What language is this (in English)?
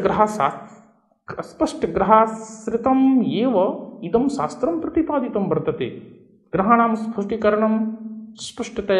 Sanskrit